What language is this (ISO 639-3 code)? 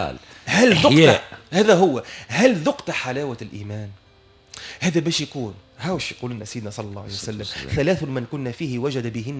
aeb